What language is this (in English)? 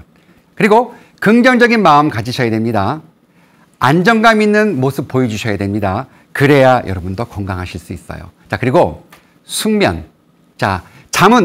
Korean